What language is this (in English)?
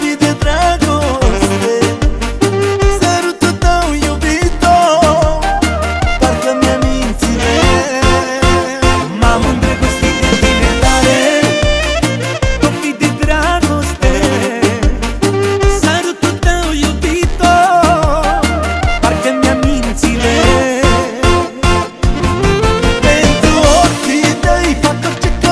Romanian